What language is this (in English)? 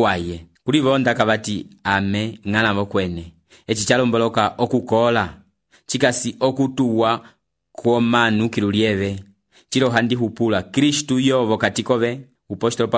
Umbundu